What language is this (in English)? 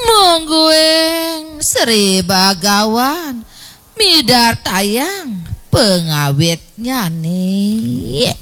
Balinese